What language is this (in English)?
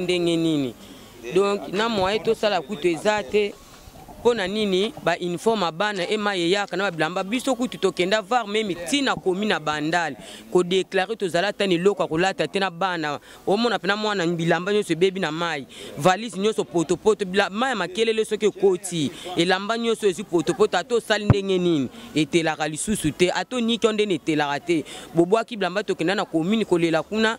Lingala